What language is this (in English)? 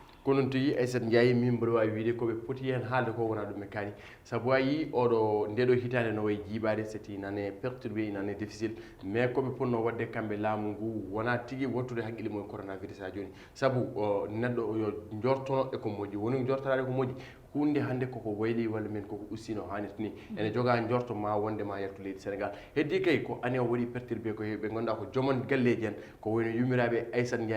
Fula